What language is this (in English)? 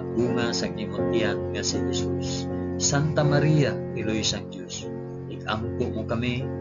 Hiligaynon